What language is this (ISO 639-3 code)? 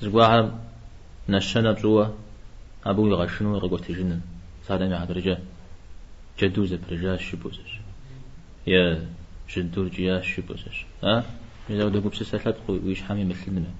kbd